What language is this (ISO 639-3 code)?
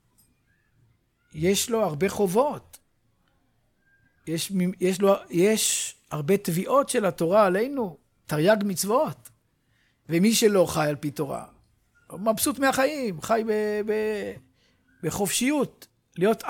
heb